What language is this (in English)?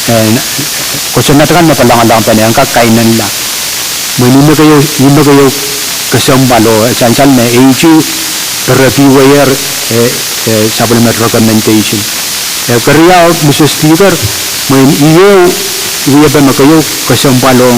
Pohnpeian